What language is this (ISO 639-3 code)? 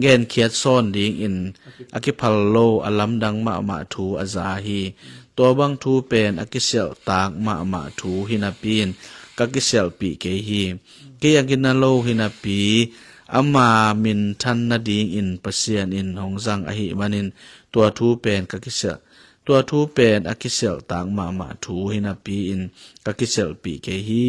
ctd